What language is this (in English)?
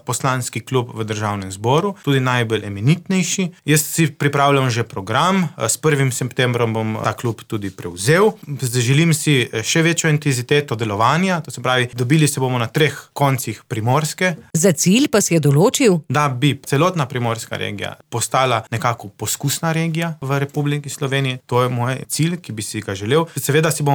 Slovenian